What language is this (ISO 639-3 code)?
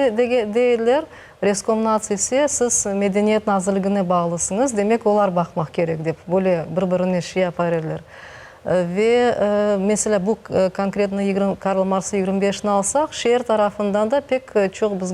crh